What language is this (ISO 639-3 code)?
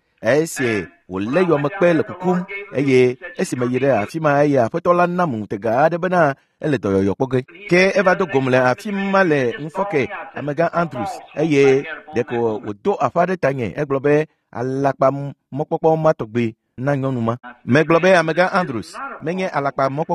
ewe